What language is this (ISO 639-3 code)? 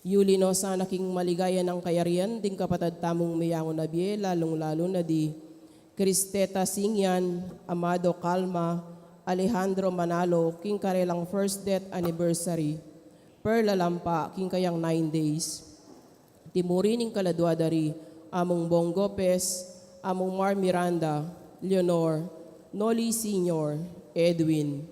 pam